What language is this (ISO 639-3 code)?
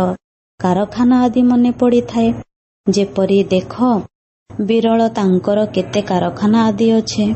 ori